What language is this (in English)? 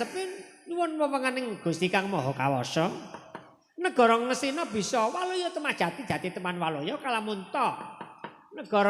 Javanese